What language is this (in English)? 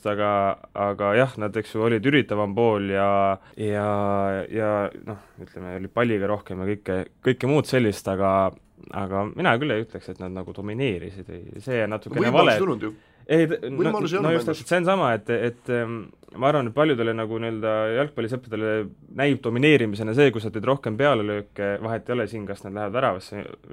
Estonian